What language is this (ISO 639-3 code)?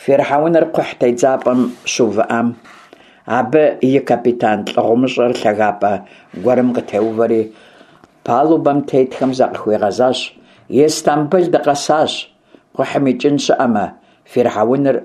kbd